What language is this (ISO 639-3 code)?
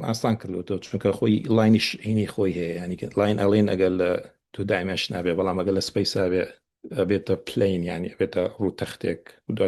ckb